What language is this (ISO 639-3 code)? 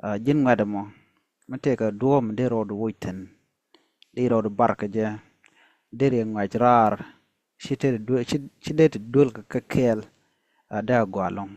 nus